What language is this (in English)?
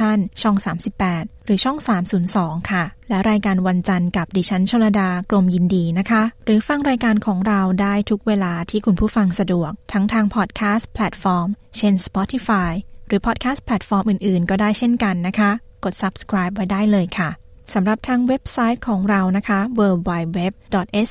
Thai